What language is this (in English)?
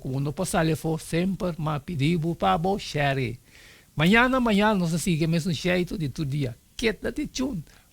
Papiamento